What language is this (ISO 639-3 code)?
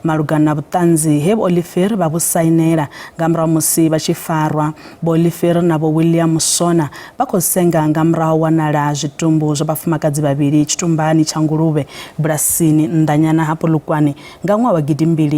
ven